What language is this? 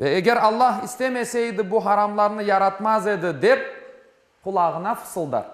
Crimean Tatar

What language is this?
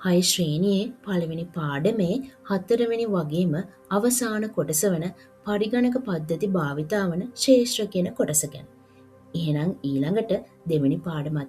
Sinhala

